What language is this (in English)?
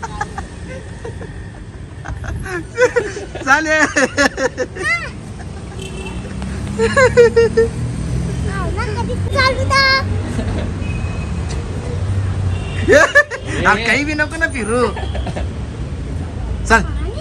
Marathi